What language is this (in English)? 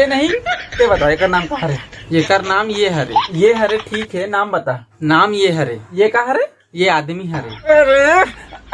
Chhattisgarhi